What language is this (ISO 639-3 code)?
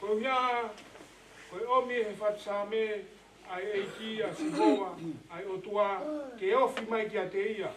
ton